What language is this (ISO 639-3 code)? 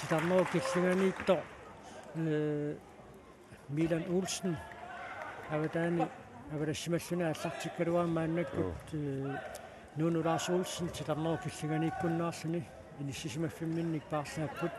kal